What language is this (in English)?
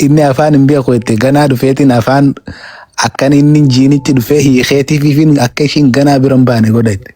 Oromo